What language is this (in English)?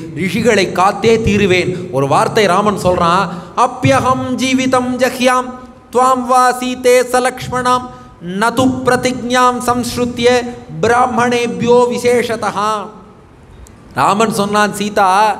Tamil